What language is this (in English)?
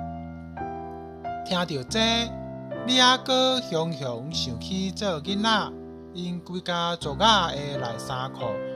Min Nan Chinese